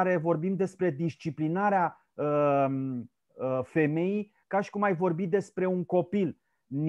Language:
Romanian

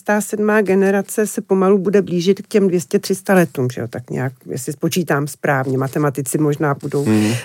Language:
Czech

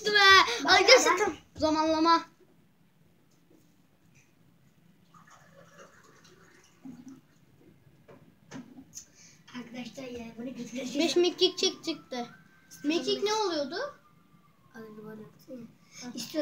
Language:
Turkish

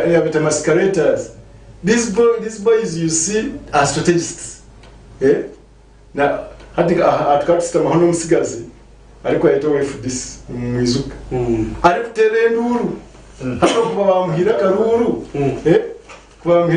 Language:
Nyankole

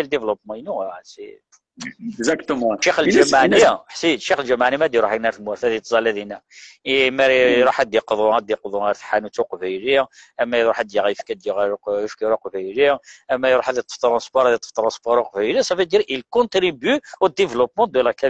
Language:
Kabyle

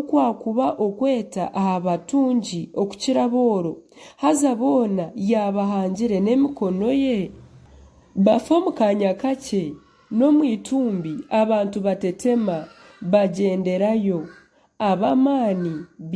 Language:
Nyankole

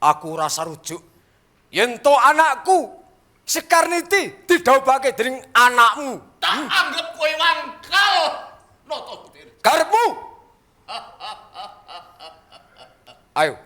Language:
Javanese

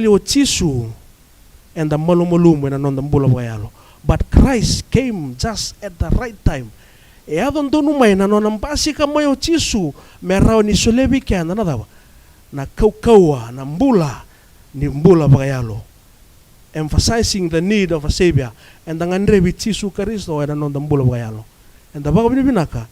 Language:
Fijian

